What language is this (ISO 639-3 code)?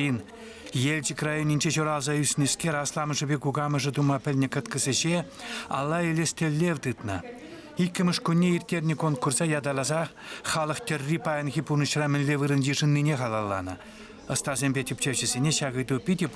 chv